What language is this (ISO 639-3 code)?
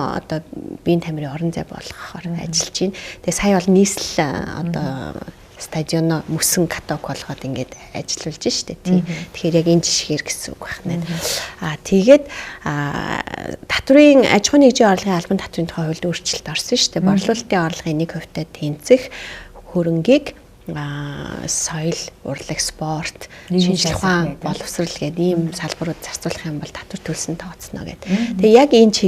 mon